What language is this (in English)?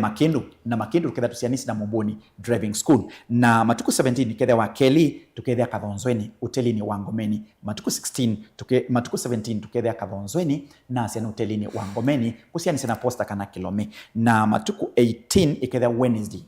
Kamba